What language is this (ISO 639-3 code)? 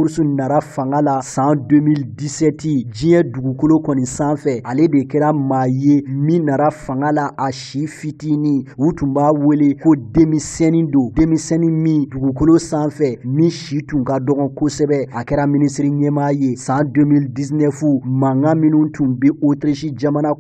bam